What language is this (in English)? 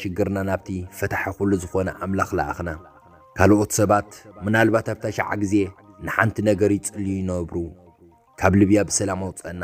Tigrinya